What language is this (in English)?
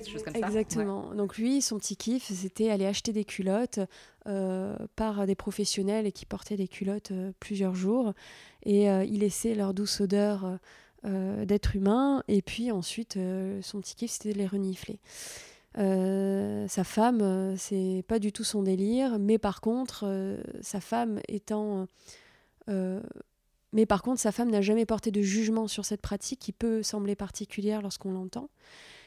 French